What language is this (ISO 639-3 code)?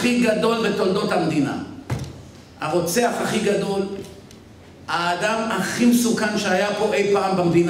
heb